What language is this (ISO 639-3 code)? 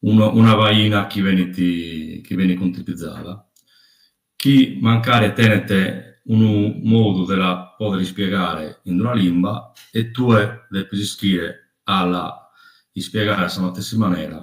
srd